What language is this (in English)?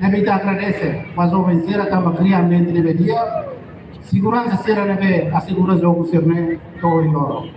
Tetum